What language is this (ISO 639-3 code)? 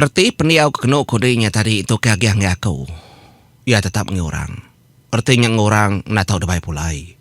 iba